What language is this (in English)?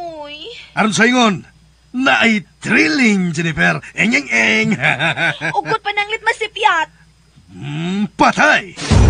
Cebuano